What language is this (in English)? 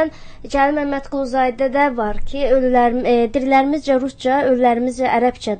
Azerbaijani